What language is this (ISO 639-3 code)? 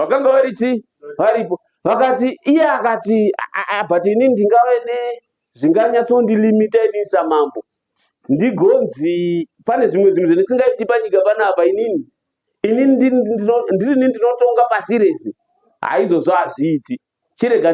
sna